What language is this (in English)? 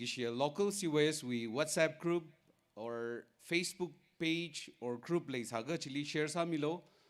Tangkhul Naga (India)